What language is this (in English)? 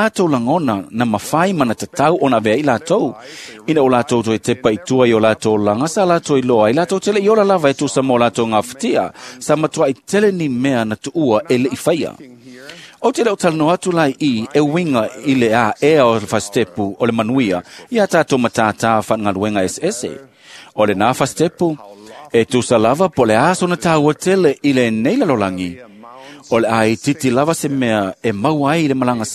Samoan